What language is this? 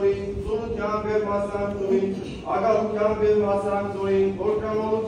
Western Armenian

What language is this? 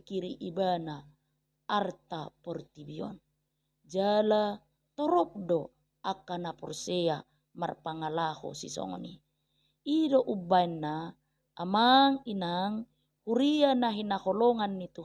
Batak Toba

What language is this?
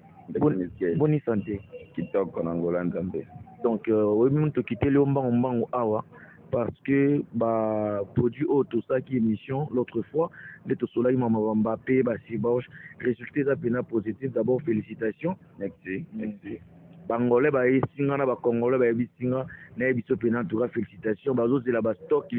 Lingala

